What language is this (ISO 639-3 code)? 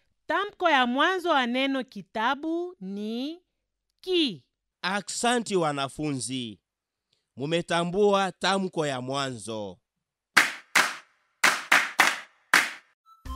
swa